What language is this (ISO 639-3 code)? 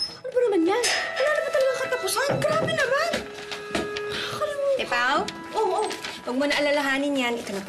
fil